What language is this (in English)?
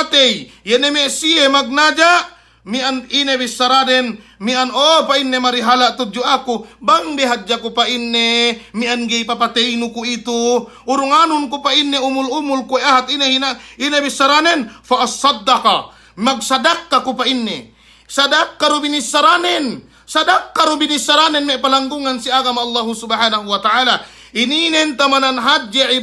Yakan